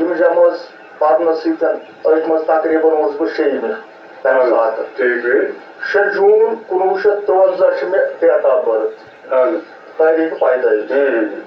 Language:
Kashmiri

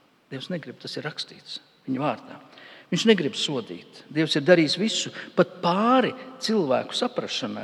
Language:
Latvian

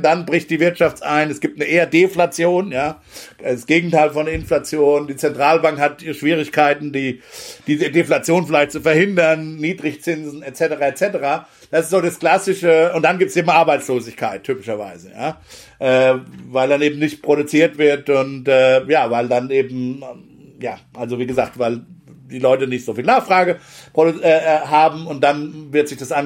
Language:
German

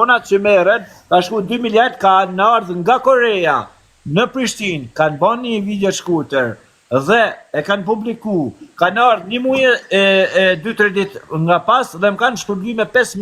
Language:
Albanian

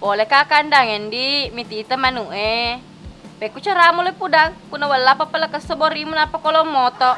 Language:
Buginese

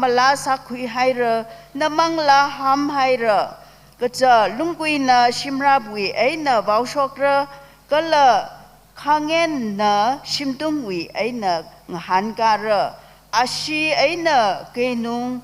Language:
Tangkhul Naga (India)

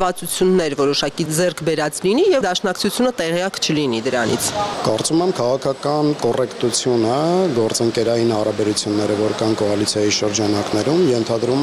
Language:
Armenian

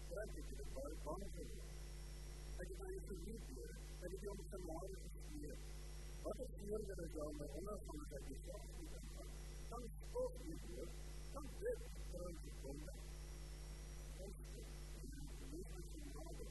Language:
Afrikaans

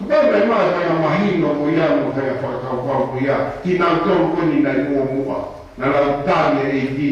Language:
Tongan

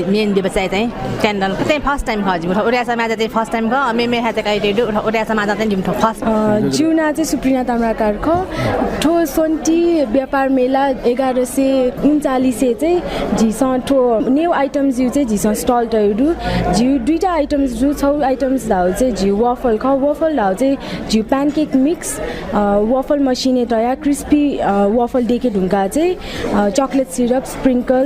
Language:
Newari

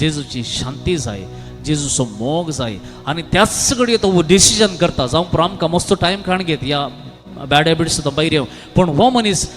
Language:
Konkani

